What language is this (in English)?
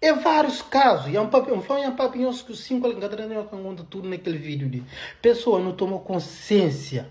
Kabuverdianu